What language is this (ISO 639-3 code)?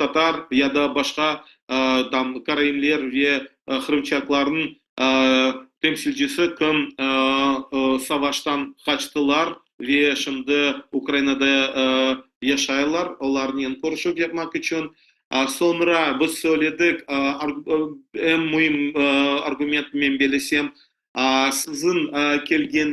crh